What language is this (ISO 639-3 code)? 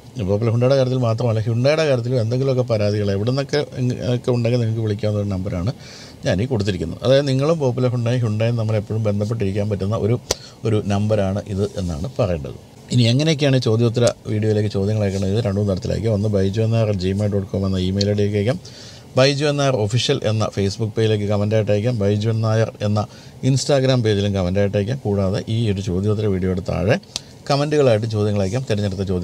mal